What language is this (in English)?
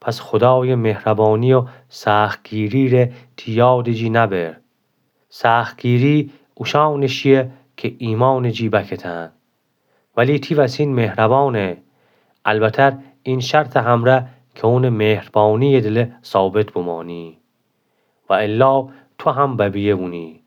Gilaki